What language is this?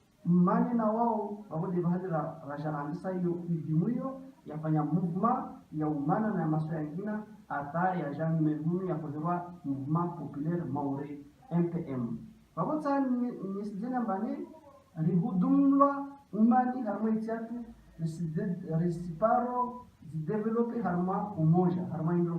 Ngazidja Comorian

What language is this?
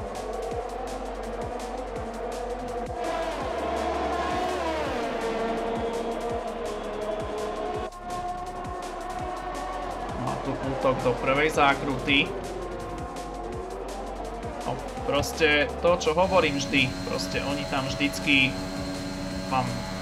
Slovak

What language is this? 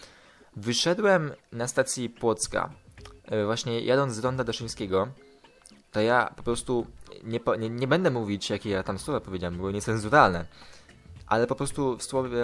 Polish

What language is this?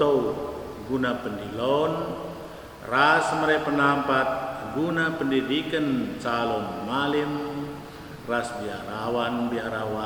Batak Karo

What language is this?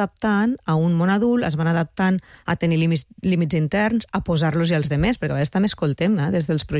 Catalan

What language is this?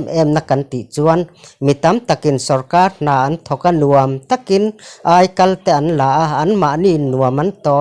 Mizo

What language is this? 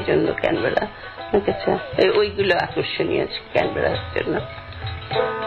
Bangla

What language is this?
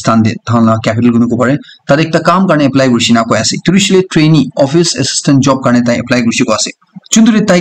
Naga Pidgin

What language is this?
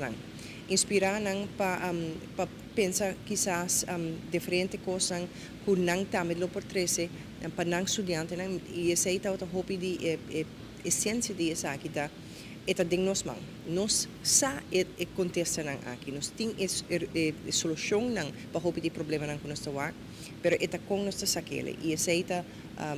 Papiamento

